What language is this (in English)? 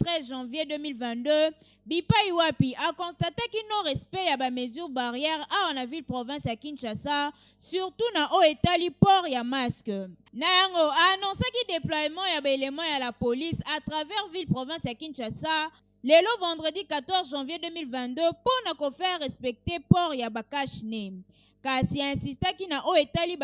Lingala